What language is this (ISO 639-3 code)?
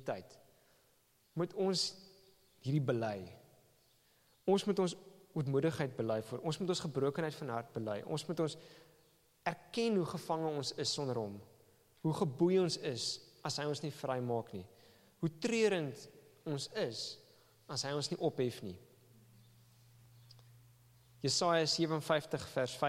afr